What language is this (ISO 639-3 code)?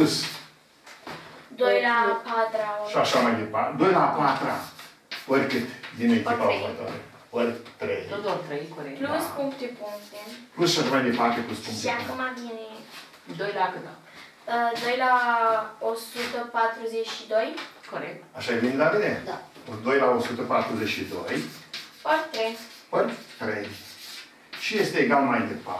ron